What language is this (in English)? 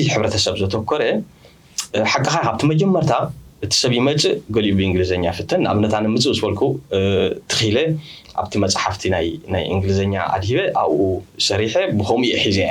Tigrinya